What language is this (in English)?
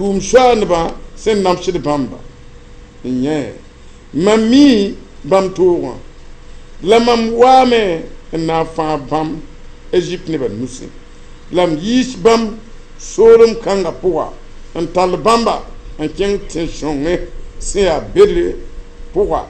Mossi